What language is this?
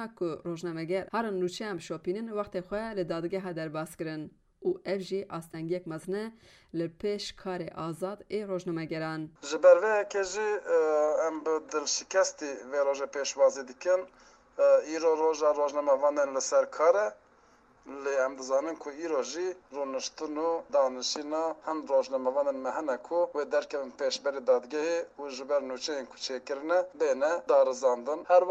Kurdish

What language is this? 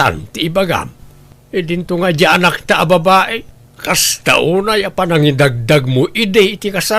Iloko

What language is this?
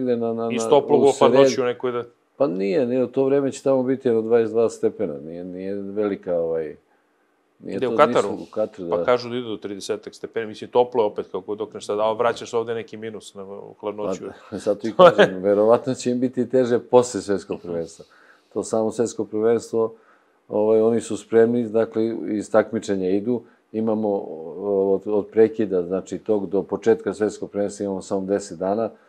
Serbian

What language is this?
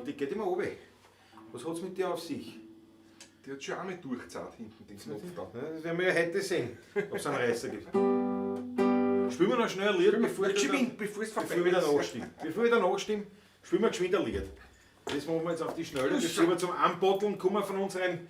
Bavarian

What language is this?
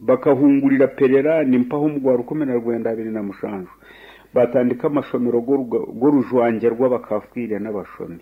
Nyankole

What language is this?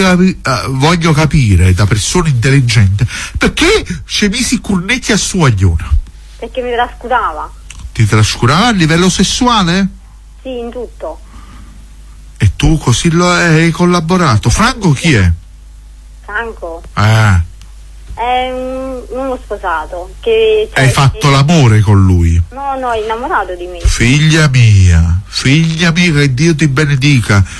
Italian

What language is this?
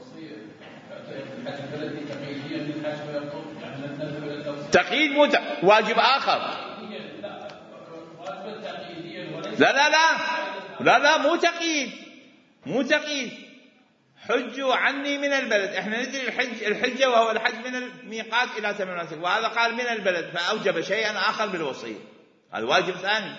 Mesopotamian Arabic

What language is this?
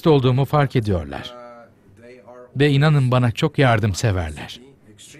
Turkish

